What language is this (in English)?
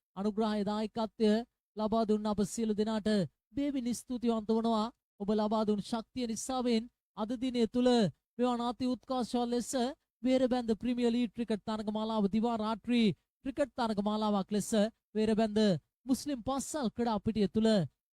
Sinhala